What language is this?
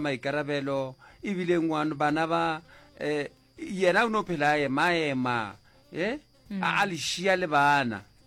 Northern Sotho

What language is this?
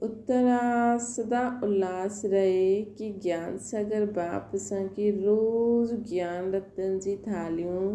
Sindhi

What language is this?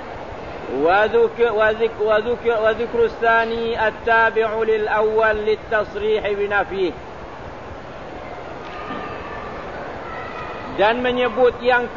Malay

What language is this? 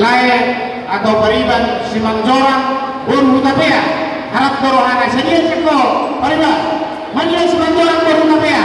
Batak Toba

